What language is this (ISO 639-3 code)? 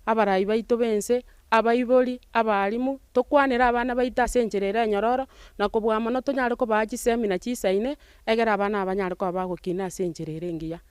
guz